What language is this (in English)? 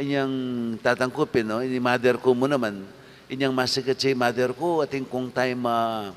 Pampanga